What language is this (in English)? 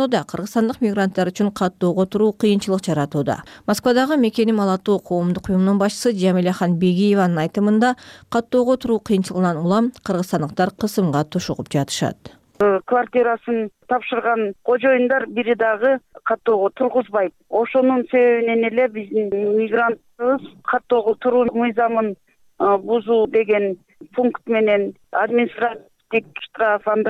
Kyrgyz